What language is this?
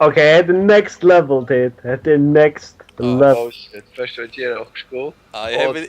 Faroese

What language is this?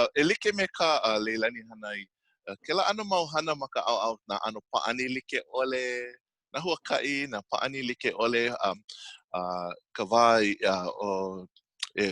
Hawaiian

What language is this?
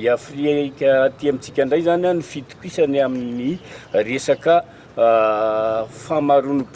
Malagasy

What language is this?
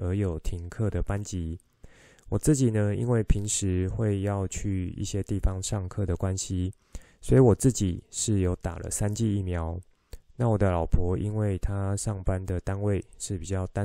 Chinese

